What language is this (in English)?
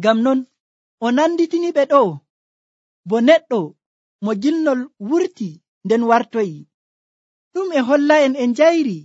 Nigerian Fulfulde